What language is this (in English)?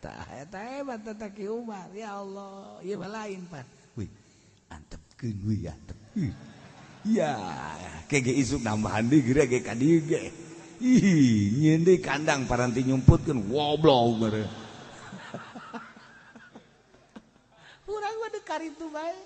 Sundanese